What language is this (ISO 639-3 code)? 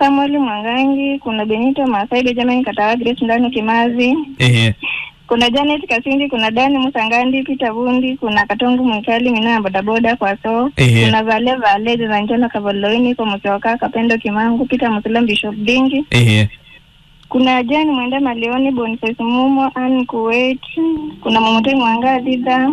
kam